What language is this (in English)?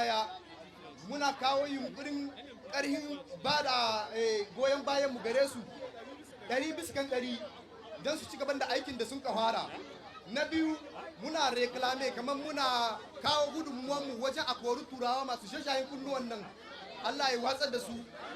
Hausa